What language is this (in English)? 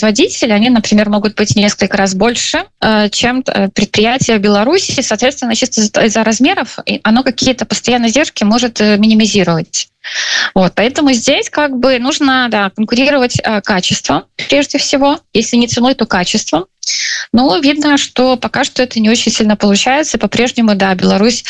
Russian